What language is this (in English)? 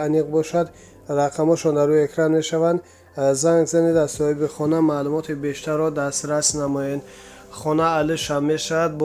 Tajik